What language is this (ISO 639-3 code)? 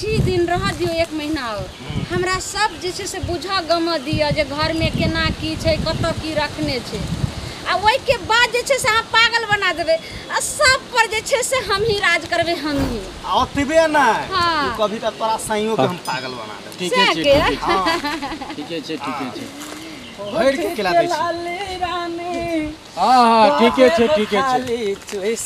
mai